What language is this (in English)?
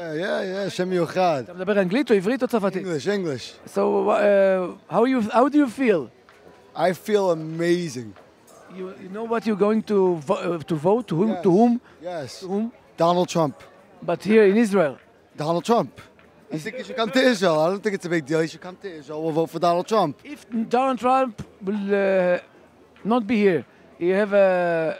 Hebrew